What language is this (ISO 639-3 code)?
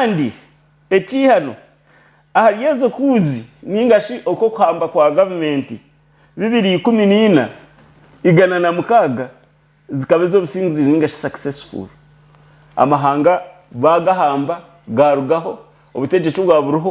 nyn